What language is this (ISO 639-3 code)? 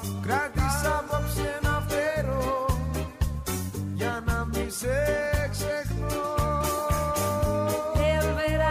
ell